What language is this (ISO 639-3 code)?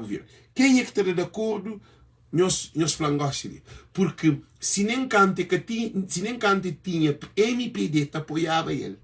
kea